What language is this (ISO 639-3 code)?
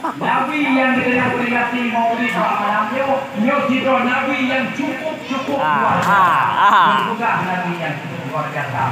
ace